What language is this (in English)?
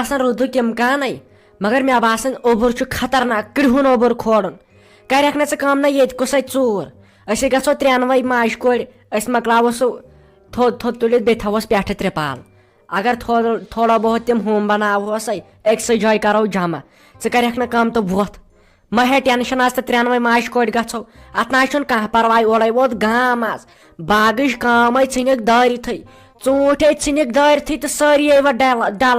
Kashmiri